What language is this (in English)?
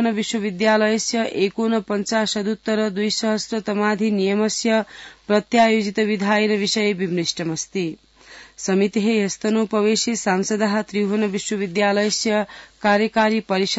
Sanskrit